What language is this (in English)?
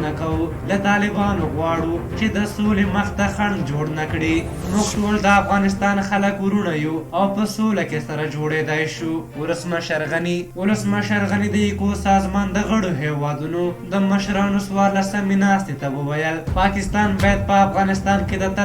Pashto